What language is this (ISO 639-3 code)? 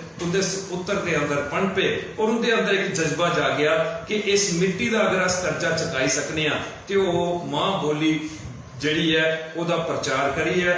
doi